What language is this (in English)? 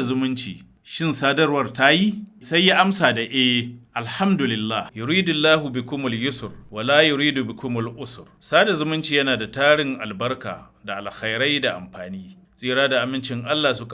Hausa